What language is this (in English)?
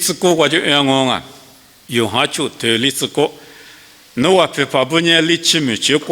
Lisu